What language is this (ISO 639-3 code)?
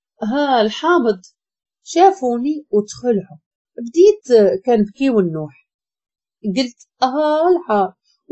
ary